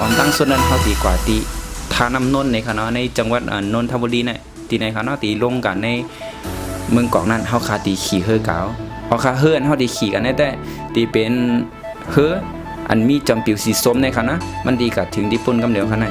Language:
Shan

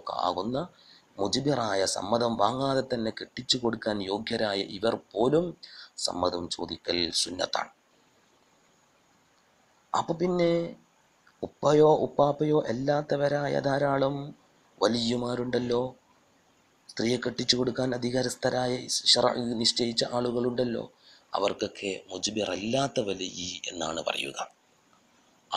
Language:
Malayalam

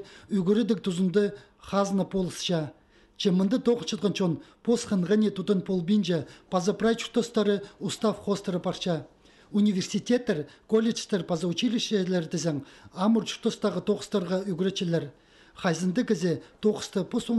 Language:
Khakas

